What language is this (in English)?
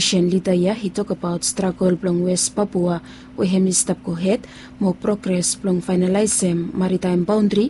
Bislama